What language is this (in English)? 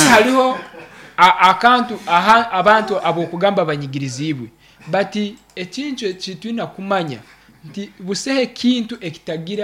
Nyankole